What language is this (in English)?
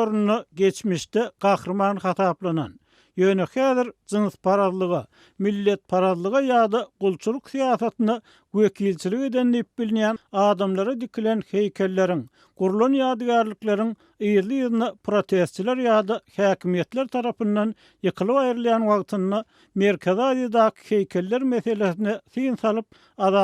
Turkmen